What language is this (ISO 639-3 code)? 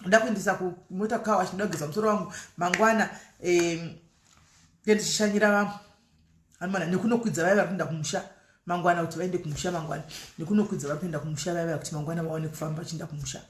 sna